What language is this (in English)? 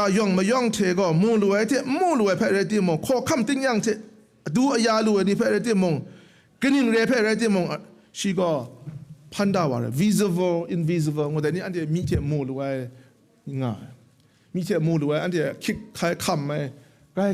Kachin